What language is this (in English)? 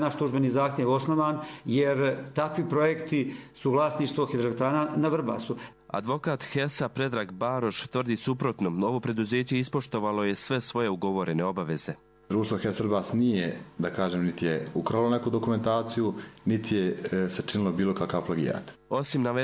Croatian